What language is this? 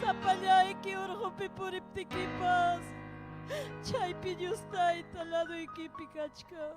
Ayacucho Quechua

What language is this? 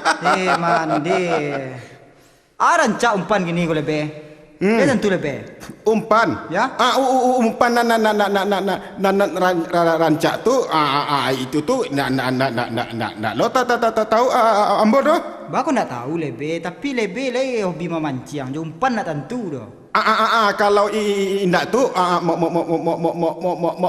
Minangkabau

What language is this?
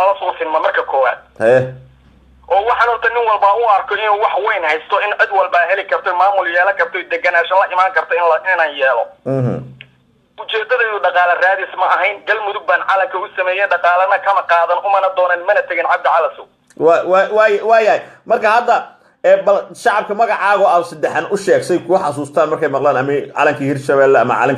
Somali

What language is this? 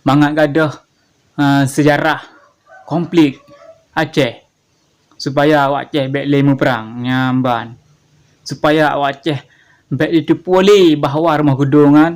Achinese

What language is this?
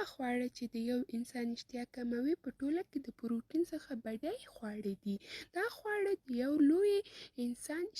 Pashto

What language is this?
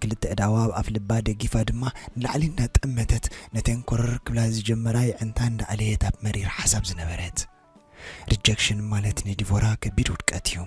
Tigrinya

